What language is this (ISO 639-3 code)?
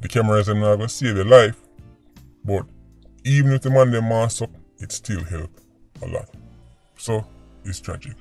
jam